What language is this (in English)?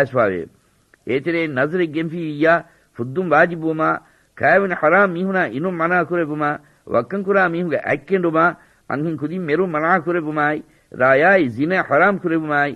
Divehi